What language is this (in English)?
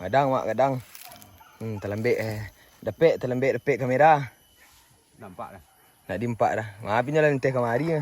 Minangkabau